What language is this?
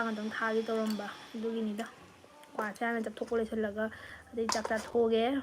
Manipuri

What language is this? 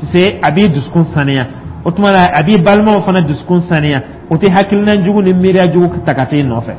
Dyula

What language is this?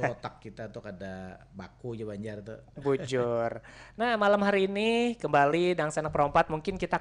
Banjar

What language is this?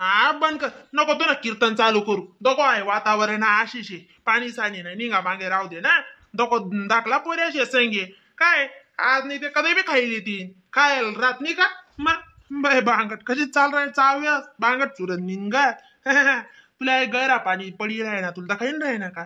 Khandesi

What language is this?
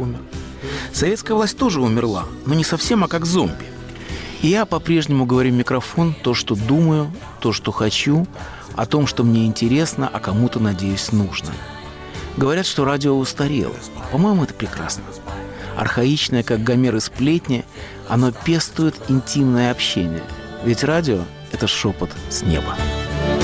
Russian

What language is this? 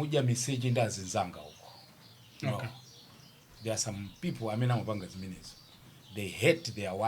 Nyanja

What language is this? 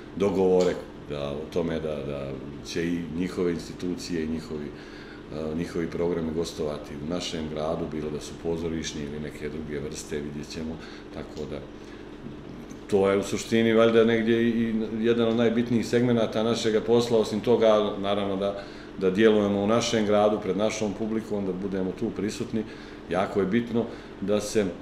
Bosnian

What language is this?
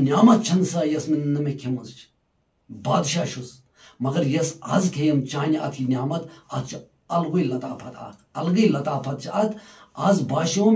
Kashmiri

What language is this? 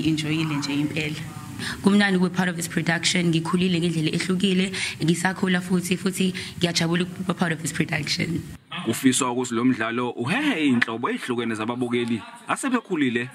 Zulu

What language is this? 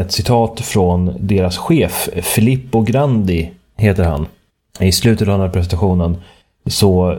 Swedish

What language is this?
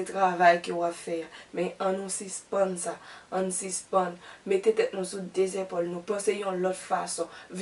Haitian Creole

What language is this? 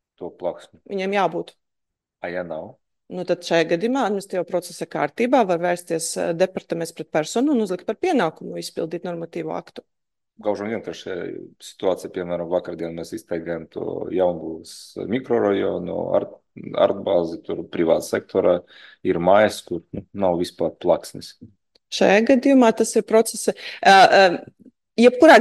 Latvian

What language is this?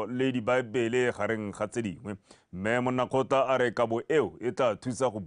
Tswana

